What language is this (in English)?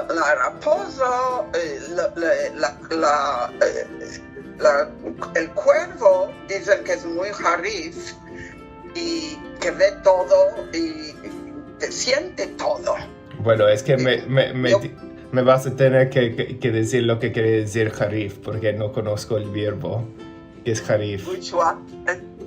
Ladino